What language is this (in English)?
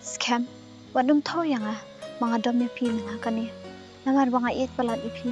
Khasi